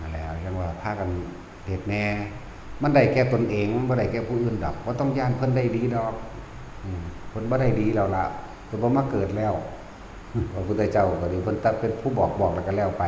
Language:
Northeastern Thai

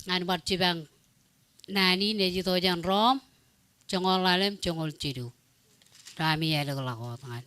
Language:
Marshallese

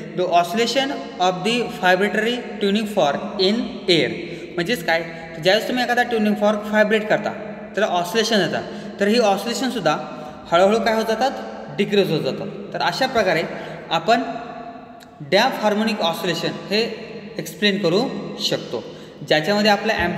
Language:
Marathi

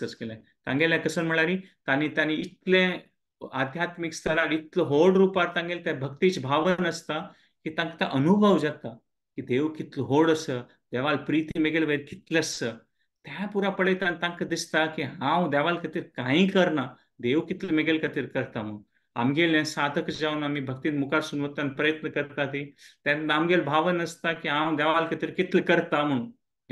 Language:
Konkani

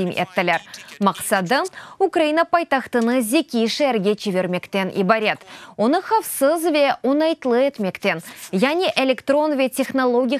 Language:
Crimean Tatar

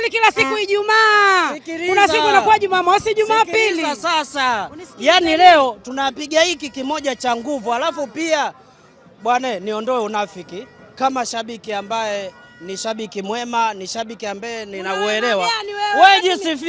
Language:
Swahili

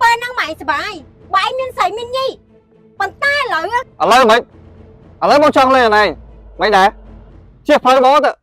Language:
Khmer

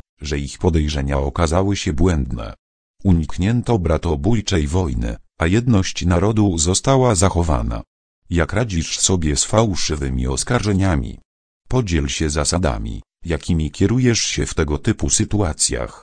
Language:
Polish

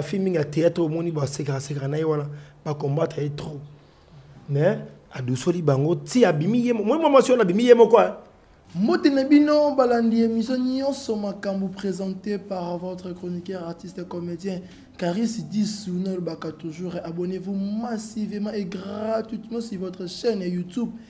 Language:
Lingala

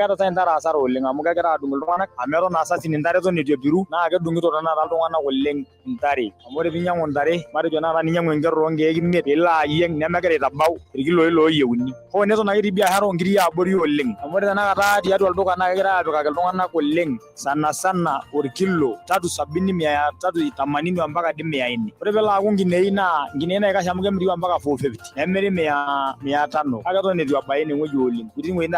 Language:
Masai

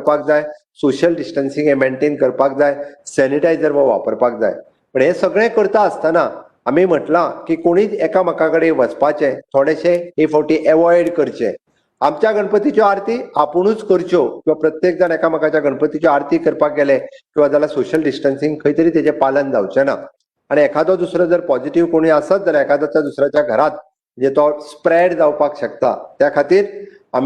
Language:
Konkani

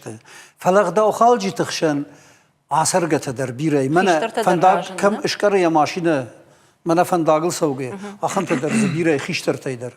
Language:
Ossetic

